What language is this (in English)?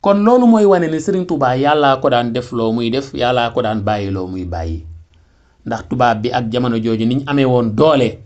Wolof